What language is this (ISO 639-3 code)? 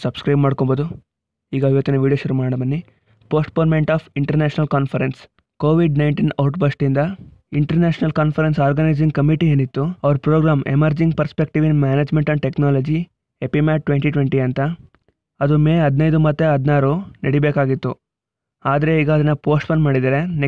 kan